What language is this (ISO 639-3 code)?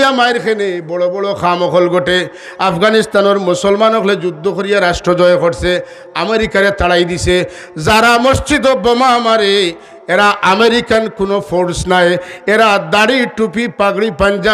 syl